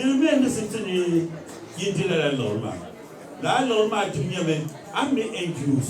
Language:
Dagbani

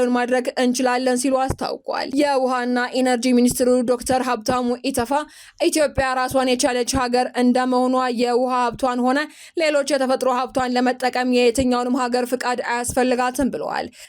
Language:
Amharic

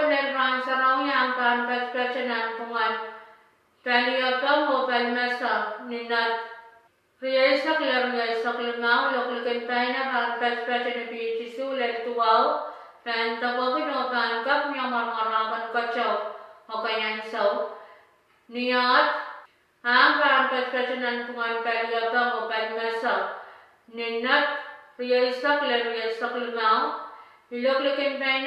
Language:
Pohnpeian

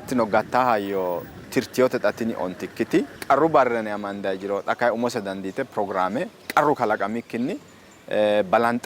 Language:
Sidamo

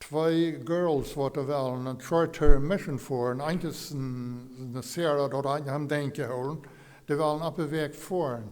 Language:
Plautdietsch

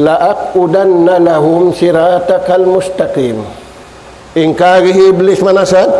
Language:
Tausug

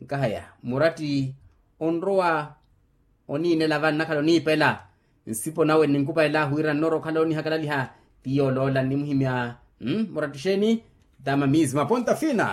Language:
Makhuwa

